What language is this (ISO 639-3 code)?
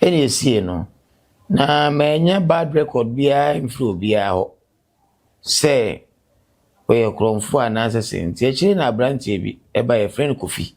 aka